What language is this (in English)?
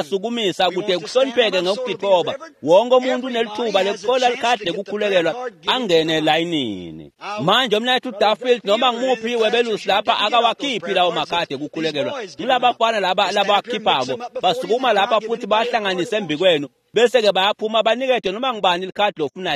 Swati